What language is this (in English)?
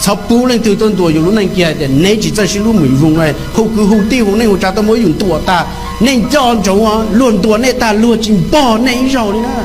Hmong